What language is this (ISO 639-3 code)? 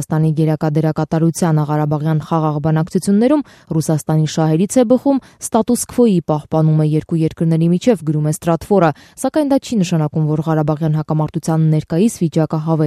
hye